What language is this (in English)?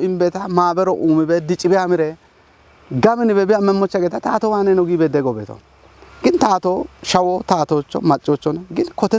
Kafa